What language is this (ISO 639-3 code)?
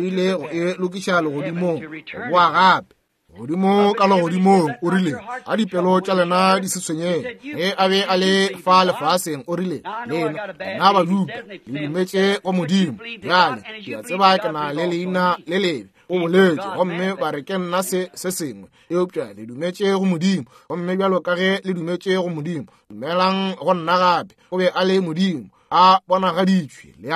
nso